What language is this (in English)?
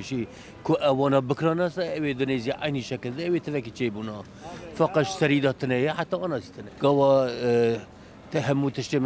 Kurdish